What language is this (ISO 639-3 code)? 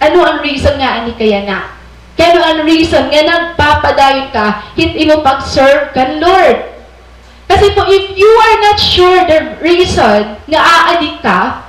war